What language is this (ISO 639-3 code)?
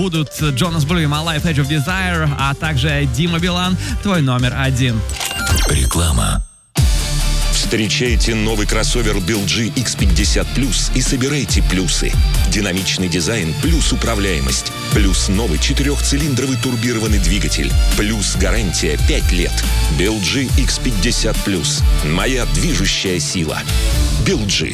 rus